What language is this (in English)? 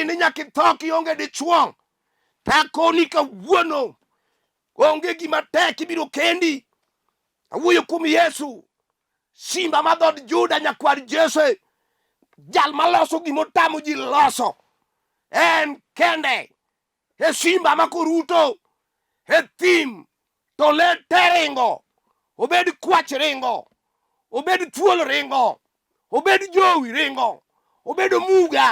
Luo (Kenya and Tanzania)